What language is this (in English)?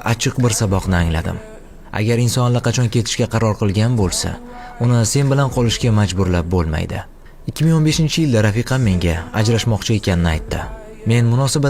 Uzbek